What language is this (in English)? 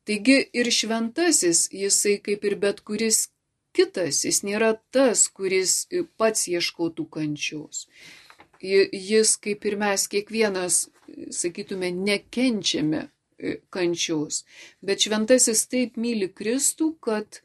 Lithuanian